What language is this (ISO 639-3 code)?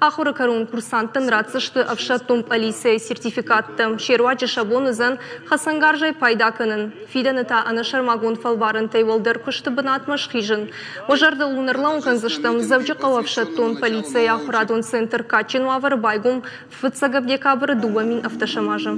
oss